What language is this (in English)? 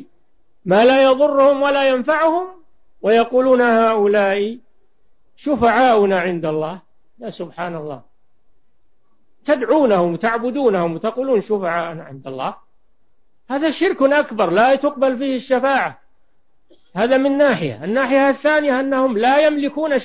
Arabic